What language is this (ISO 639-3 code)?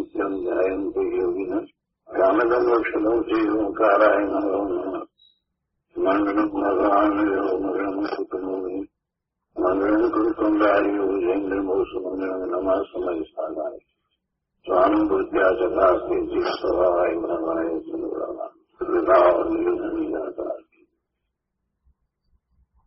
guj